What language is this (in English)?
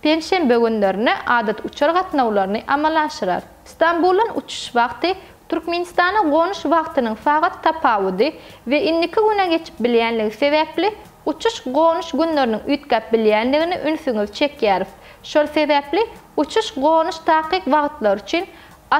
Turkmen